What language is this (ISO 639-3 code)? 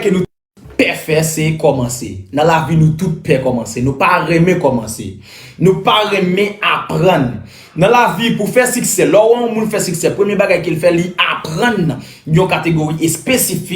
hat